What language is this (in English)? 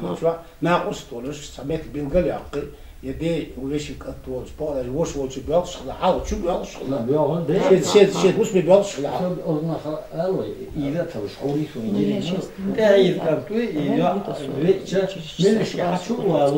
Chechen